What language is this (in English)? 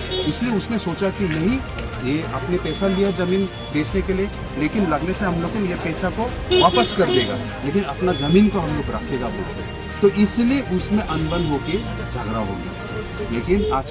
Karbi